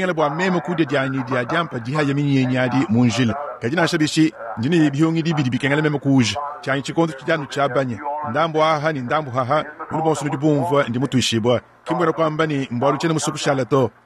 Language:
Luba-Lulua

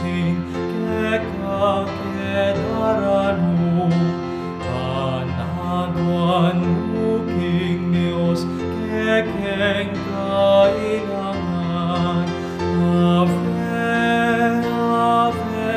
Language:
Pampanga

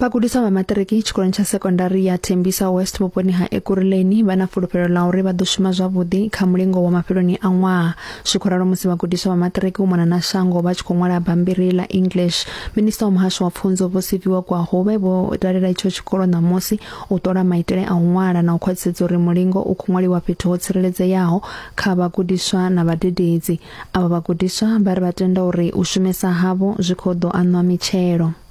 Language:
Venda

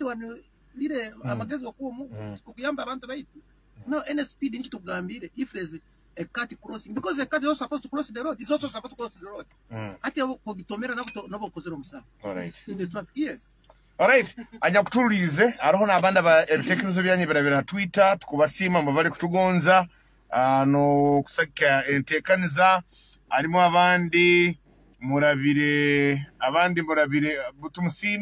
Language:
Nyoro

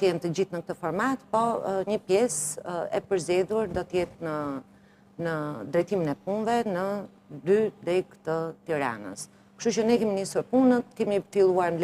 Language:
Albanian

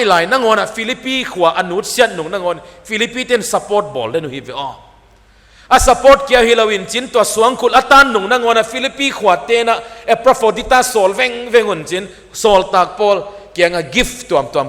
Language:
Paite Chin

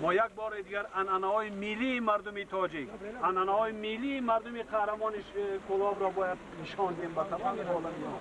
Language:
Tajik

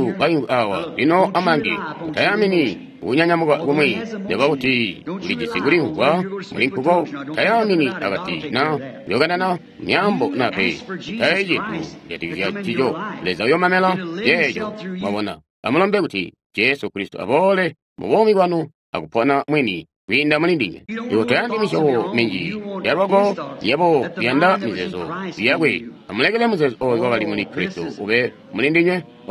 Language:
Tonga (Zambia)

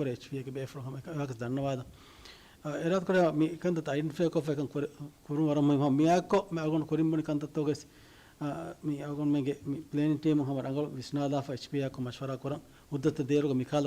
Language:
Divehi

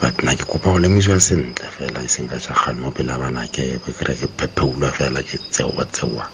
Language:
Tswana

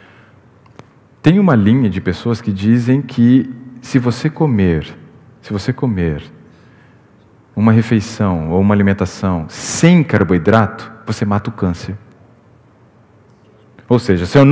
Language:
Portuguese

